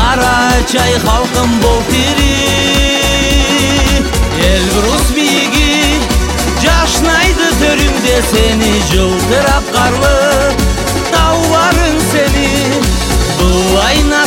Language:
Kazakh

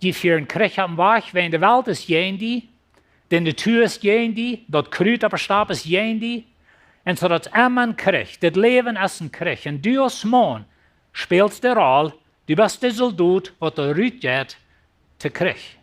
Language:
Plautdietsch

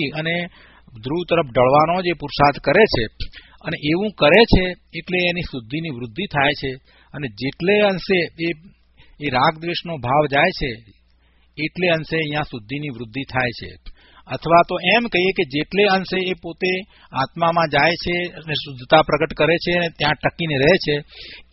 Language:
Gujarati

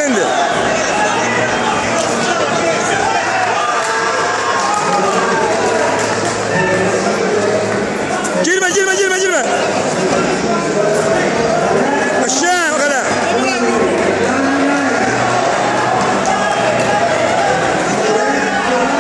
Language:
Turkish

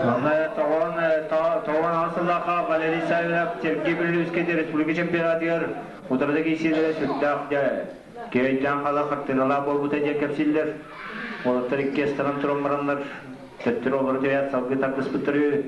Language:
Yakut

